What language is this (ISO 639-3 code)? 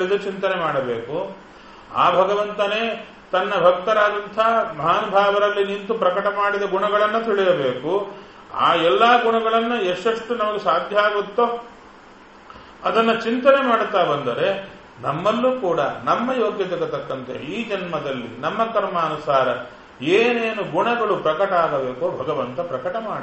kan